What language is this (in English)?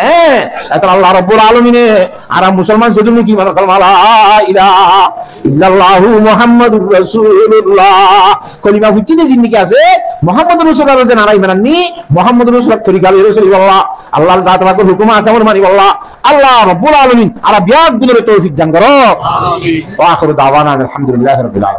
Rohingya